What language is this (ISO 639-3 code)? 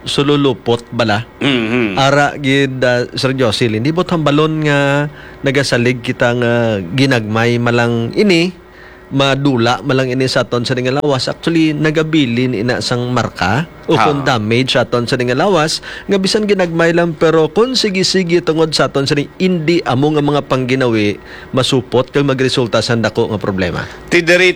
hil